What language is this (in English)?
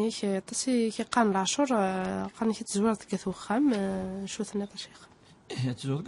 Kabyle